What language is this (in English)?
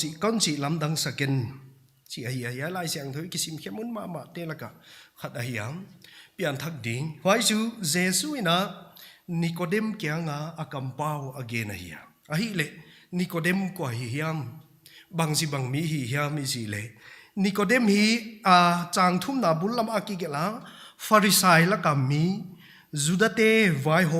Paite Chin